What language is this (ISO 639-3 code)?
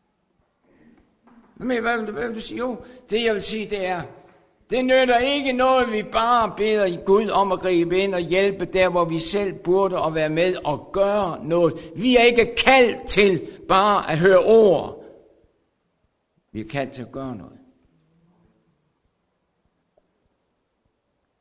dan